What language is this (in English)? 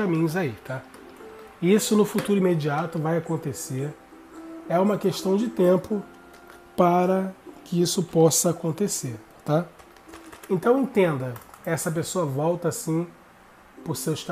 Portuguese